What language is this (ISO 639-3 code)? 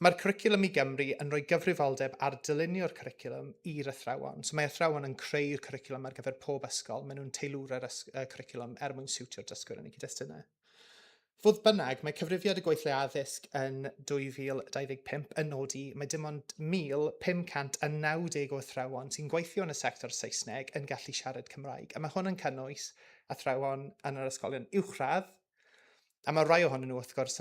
cym